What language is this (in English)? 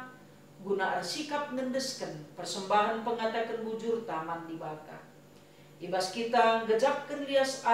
Batak Karo